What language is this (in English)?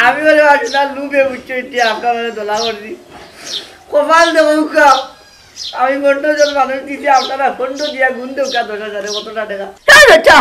Sylheti